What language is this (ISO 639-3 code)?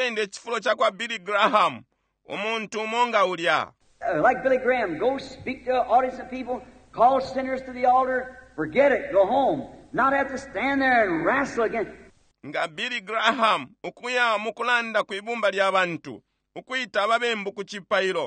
bem